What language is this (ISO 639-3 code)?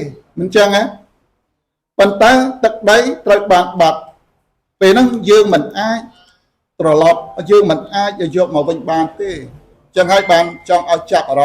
khm